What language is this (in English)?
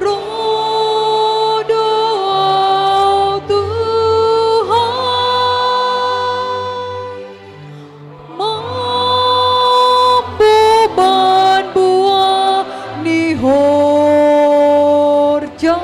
Batak Simalungun